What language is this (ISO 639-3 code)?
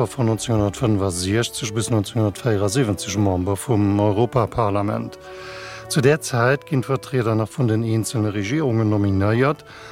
ltz